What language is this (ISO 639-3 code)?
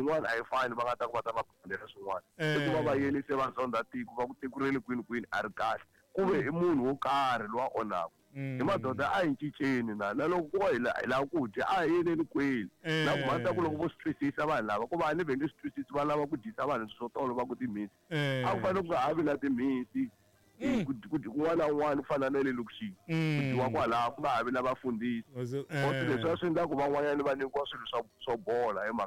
tso